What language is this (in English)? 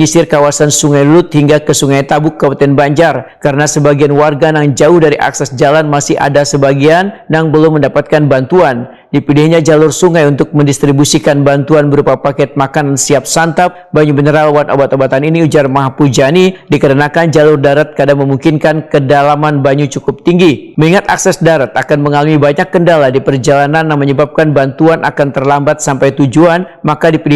Banjar